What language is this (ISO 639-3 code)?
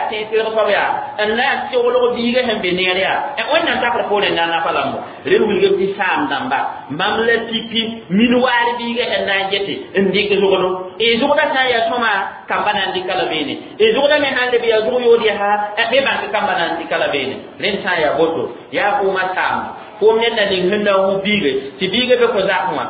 mos